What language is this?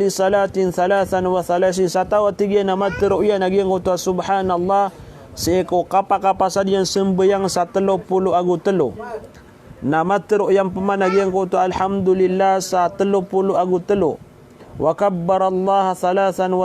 Maranao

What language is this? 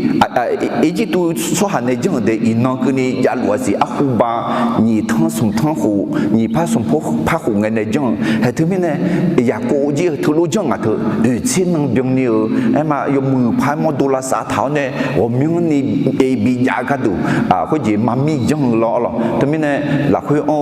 Akha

